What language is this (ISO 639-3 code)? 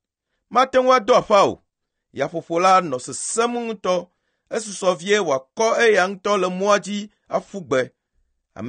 ewe